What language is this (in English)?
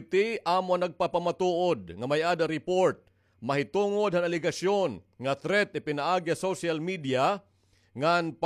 Waray